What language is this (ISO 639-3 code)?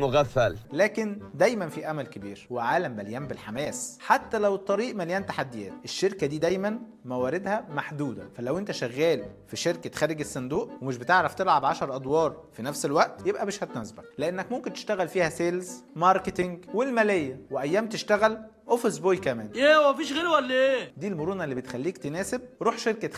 arz